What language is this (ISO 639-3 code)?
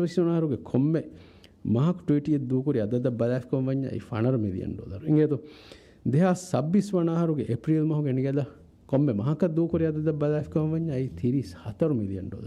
div